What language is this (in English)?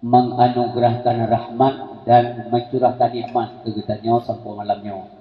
Achinese